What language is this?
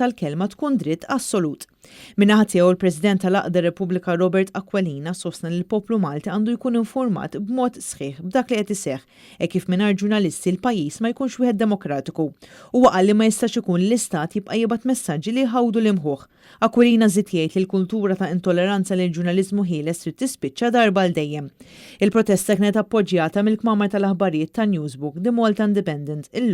Maltese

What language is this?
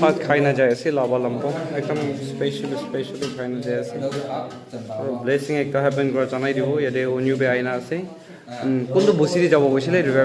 Naga Pidgin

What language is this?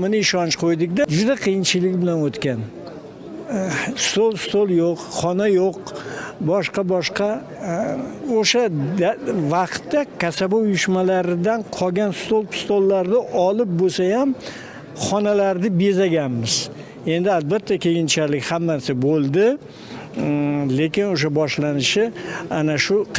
Uzbek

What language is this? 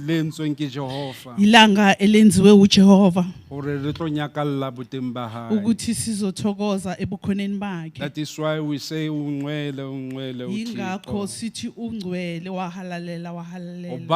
Southern Sotho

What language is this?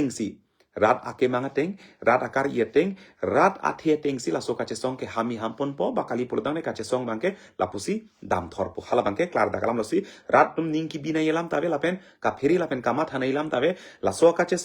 Karbi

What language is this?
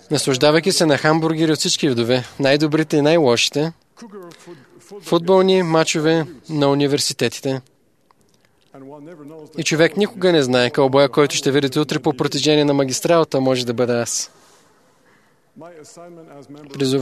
Bulgarian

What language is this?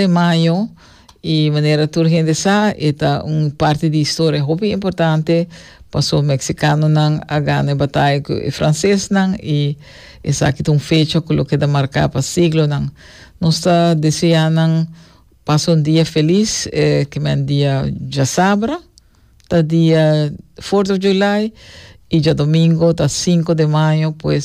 Papiamento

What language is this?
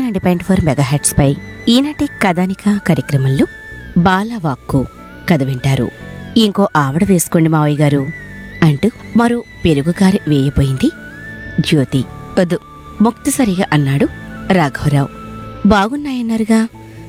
Telugu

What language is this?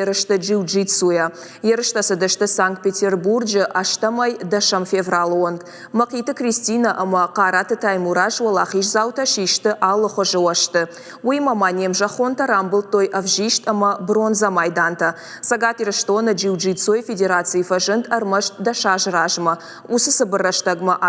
Ossetic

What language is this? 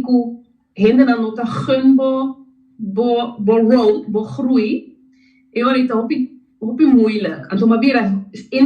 Papiamento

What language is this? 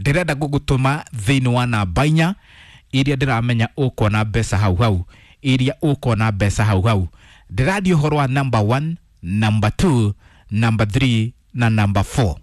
Kikuyu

